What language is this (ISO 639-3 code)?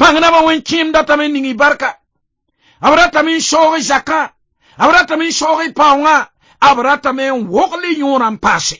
mos